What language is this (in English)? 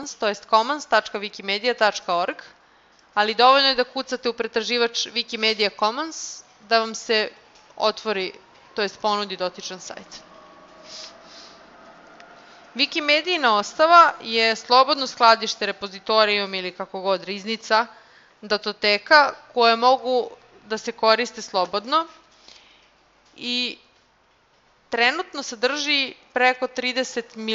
Serbian